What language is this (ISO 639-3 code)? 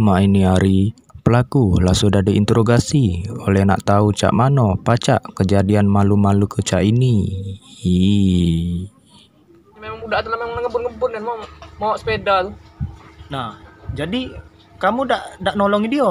mui